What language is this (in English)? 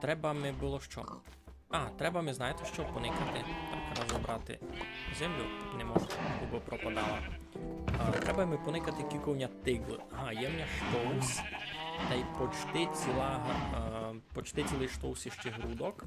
Rusyn